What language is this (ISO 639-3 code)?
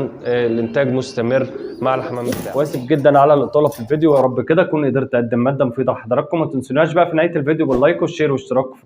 arz